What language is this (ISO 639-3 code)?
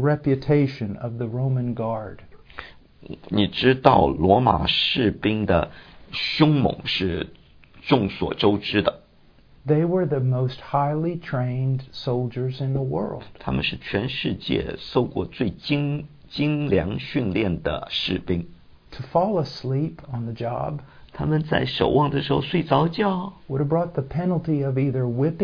zho